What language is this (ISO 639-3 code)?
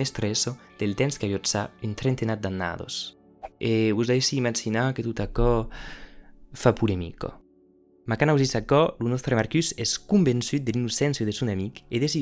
oci